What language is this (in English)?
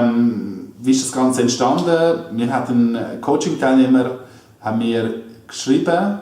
Swiss German